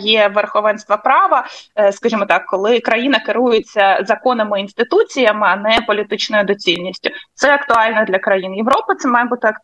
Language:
Ukrainian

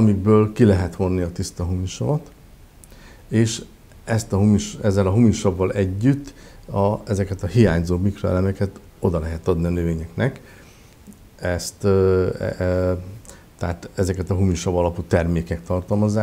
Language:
Hungarian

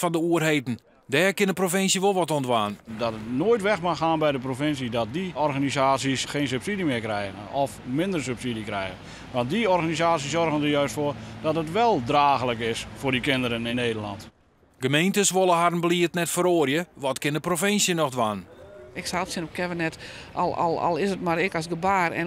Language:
Western Frisian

